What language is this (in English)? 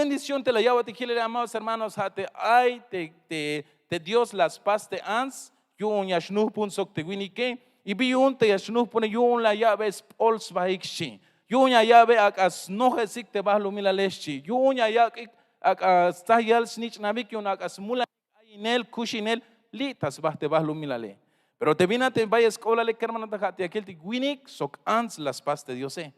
Tzeltal